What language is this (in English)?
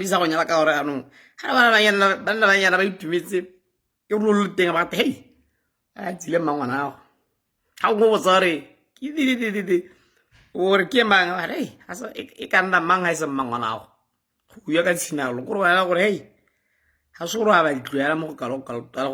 Tswana